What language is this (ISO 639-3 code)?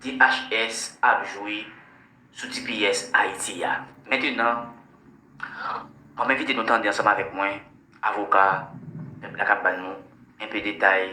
hat